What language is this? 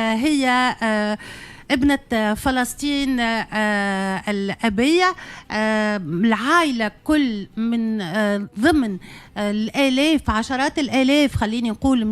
Tunisian Arabic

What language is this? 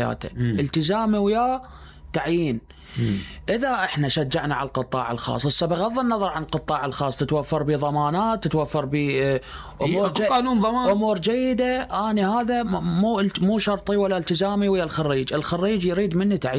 Mesopotamian Arabic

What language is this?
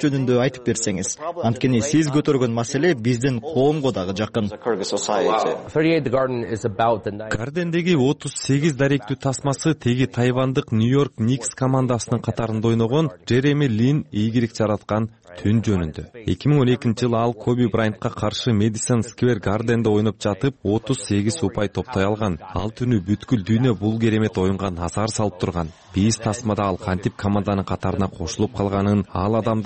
Kyrgyz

